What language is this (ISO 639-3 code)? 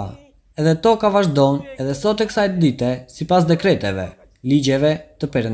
sqi